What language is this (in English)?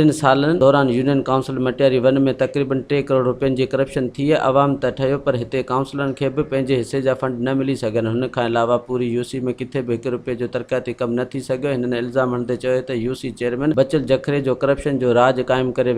Sindhi